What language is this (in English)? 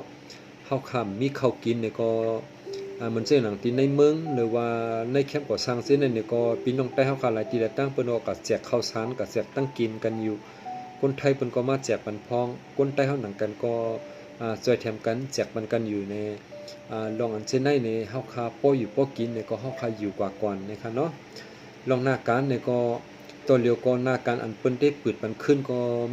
Shan